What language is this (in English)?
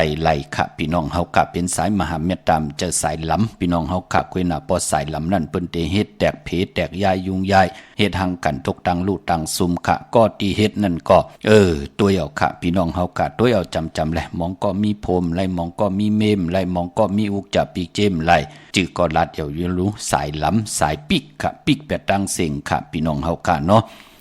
Shan